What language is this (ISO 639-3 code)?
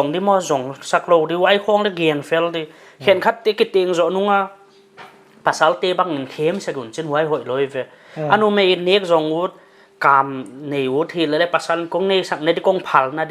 pck